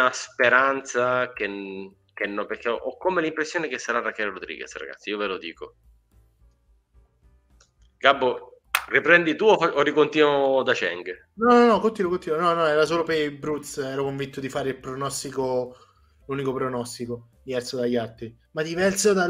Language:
Italian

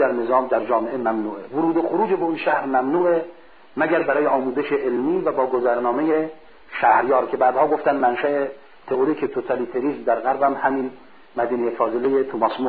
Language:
Persian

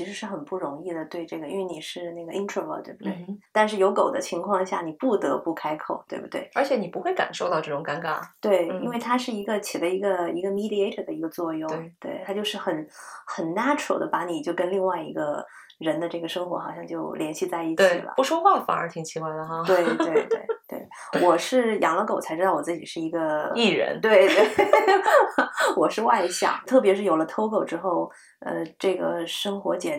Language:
Chinese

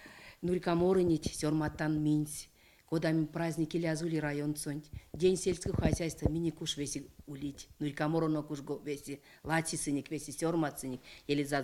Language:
Erzya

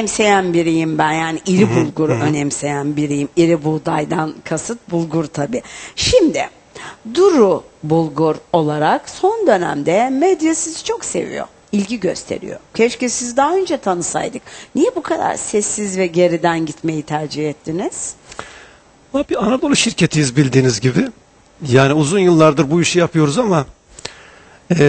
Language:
Turkish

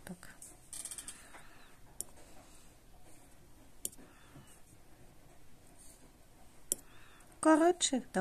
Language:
Ukrainian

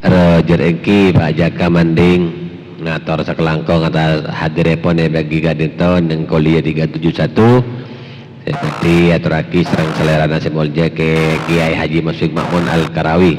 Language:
Madurese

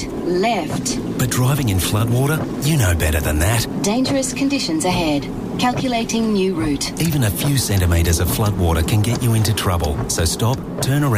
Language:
English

